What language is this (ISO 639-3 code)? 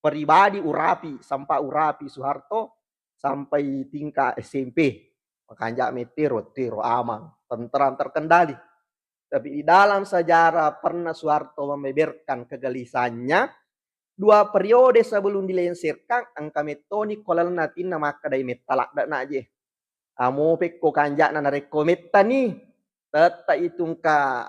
bug